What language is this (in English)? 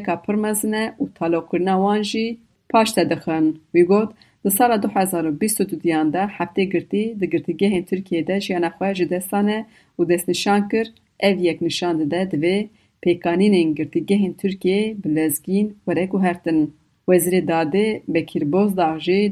Kurdish